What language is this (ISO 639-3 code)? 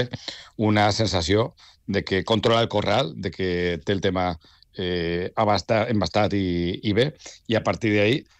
cat